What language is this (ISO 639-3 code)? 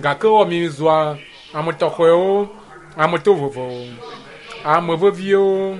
ewe